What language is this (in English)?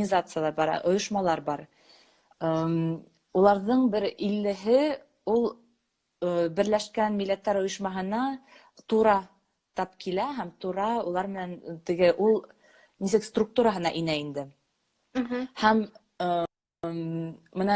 Bashkir